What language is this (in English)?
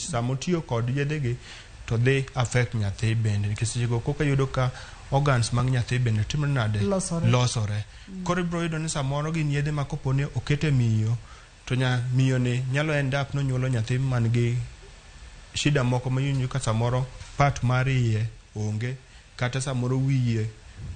Luo (Kenya and Tanzania)